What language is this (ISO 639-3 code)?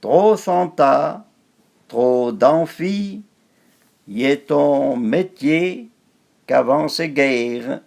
frp